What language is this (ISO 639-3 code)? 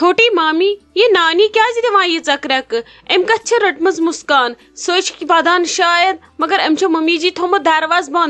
kas